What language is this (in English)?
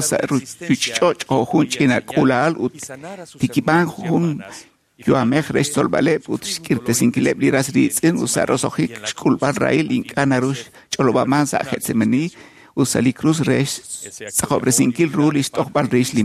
Kekchí